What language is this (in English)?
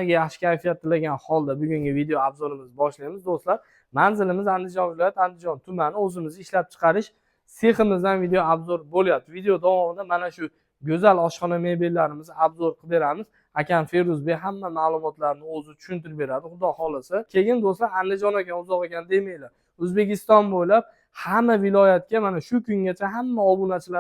Uzbek